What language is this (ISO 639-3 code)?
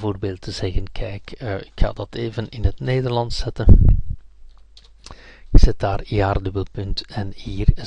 nld